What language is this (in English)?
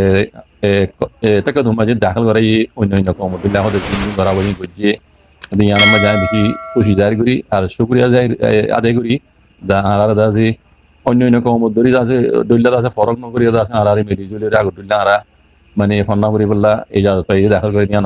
Rohingya